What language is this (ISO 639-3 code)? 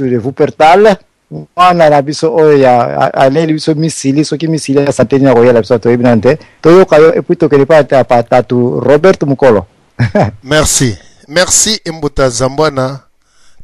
lin